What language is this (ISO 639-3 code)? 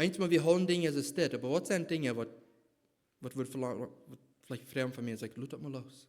pdt